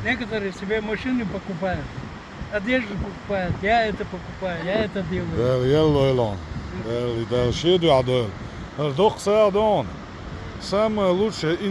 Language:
Chechen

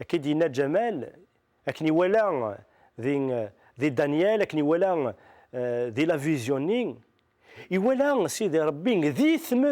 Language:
Kabyle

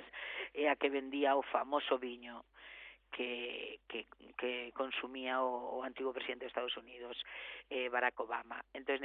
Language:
Galician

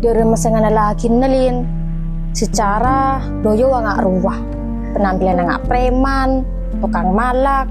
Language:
Madurese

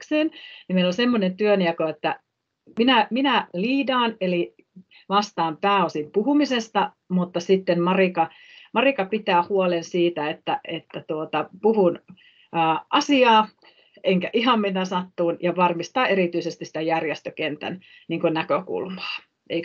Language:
Finnish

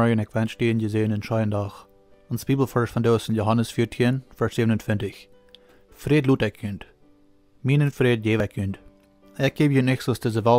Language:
Plautdietsch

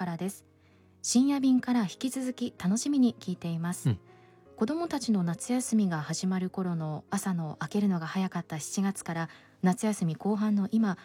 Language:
Japanese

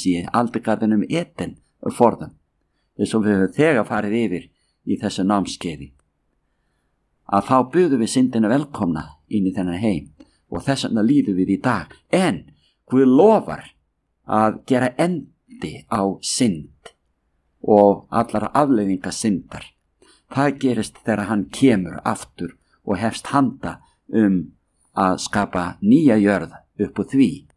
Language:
Icelandic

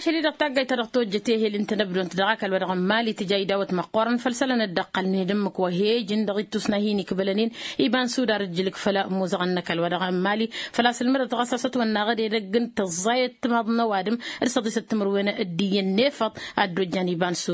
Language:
Tamasheq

